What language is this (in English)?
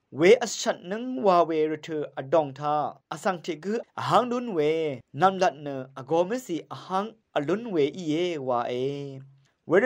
Rawang